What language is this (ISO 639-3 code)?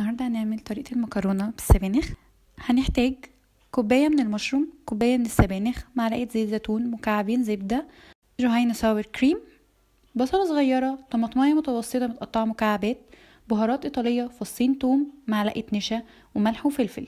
arz